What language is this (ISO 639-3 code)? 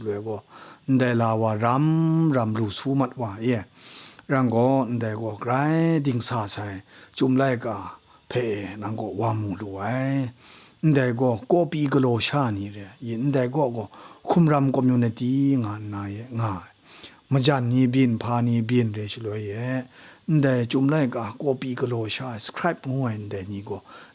kac